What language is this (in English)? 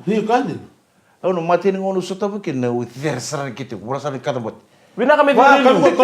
Fijian